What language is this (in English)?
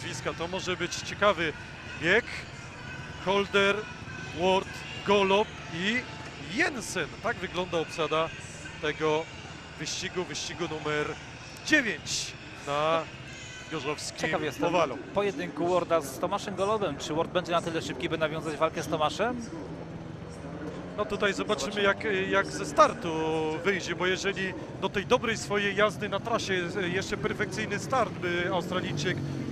Polish